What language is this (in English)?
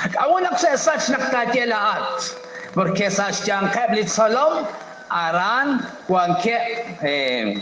Kekchí